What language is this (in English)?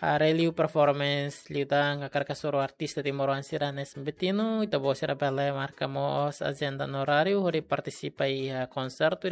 Tetum